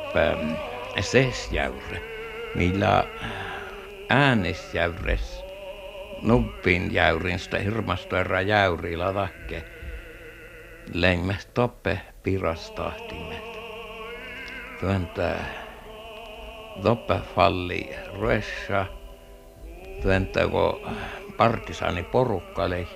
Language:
Finnish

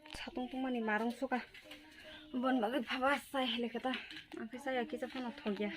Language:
Kok Borok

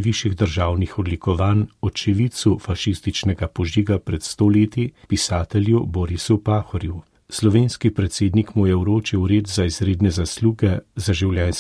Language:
Slovenian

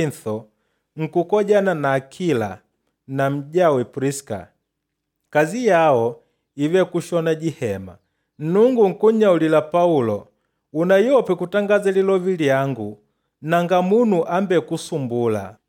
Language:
Makonde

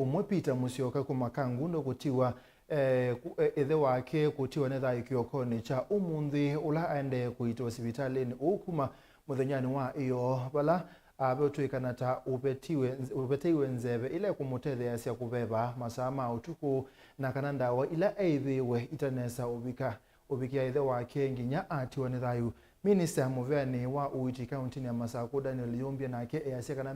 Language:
Kamba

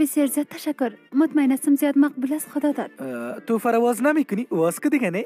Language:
Persian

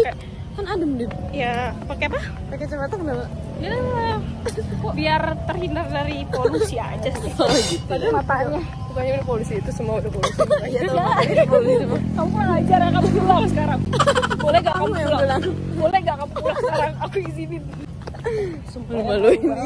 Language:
Indonesian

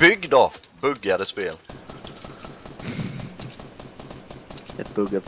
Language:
Swedish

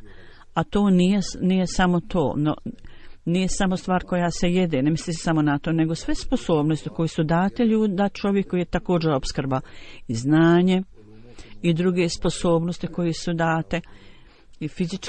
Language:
Bosnian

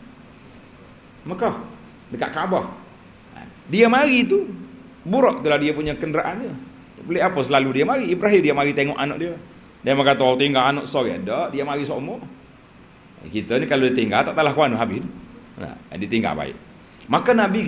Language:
Malay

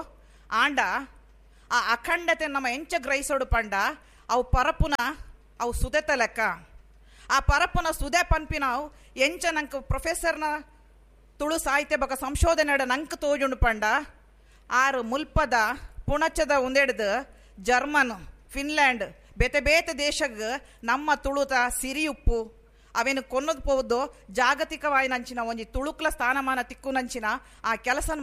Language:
Tulu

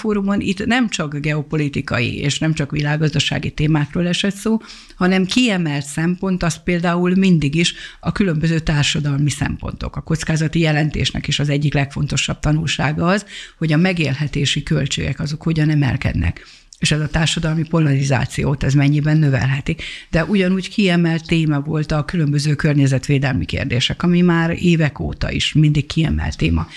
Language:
Hungarian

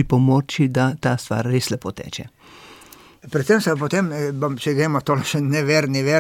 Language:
Slovenian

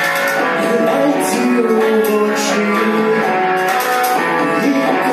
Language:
Belarusian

